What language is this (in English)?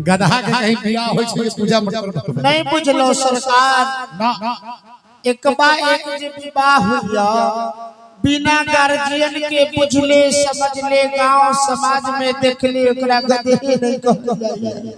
Maithili